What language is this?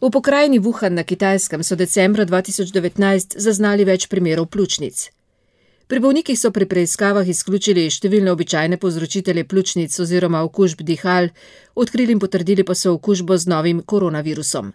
Slovenian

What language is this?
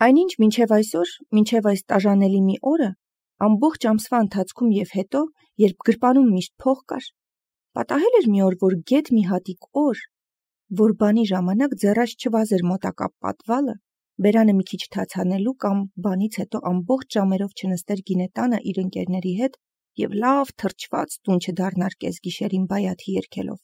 Armenian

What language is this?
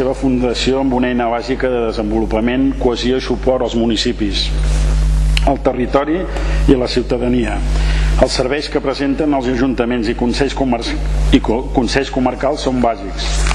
Catalan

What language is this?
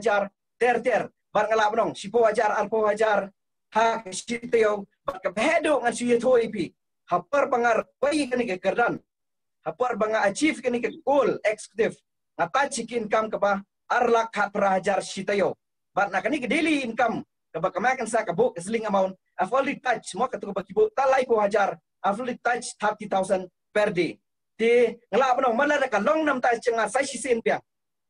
Khasi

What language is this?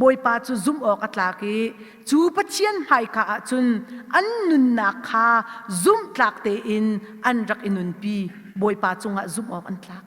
Hakha Chin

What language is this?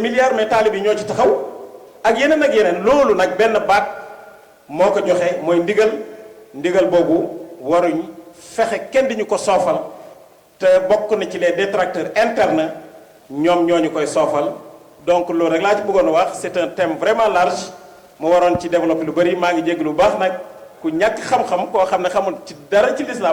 Wolof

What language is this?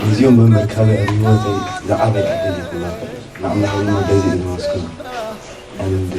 Tigrinya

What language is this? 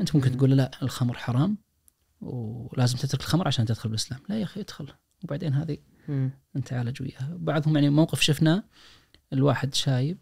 Najdi Arabic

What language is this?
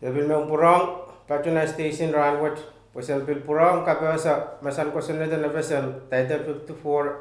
Pohnpeian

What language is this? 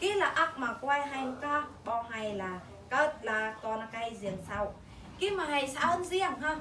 Eastern Bru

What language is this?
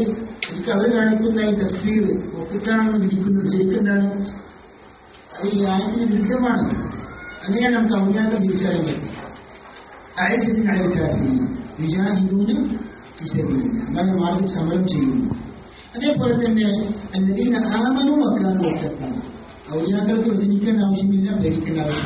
Malayalam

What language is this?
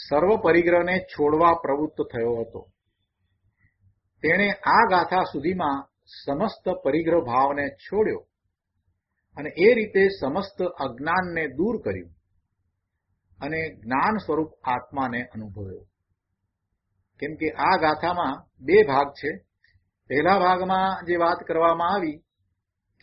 Gujarati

